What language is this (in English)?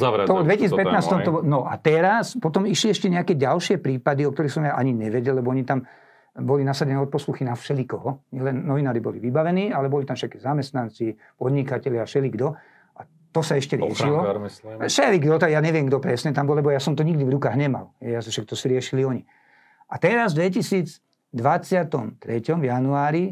Slovak